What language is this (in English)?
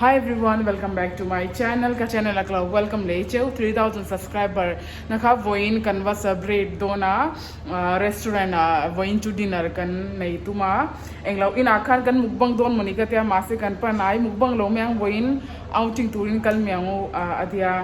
Mizo